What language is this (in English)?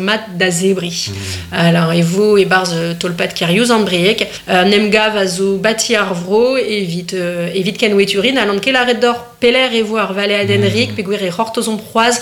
Breton